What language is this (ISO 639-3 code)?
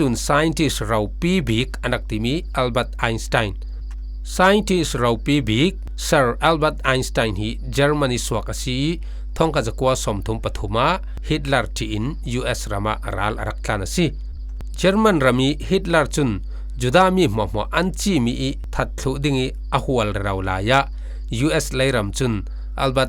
cfm